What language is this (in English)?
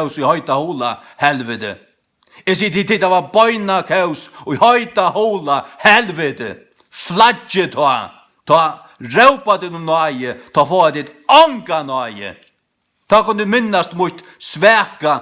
Faroese